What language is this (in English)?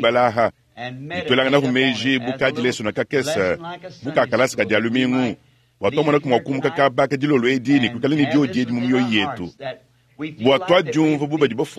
Luba-Lulua